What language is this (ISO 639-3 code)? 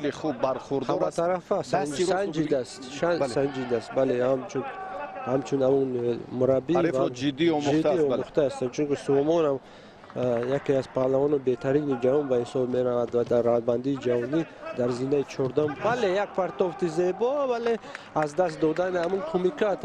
tgk